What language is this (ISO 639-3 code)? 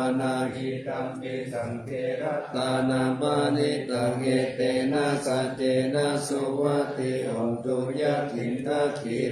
pli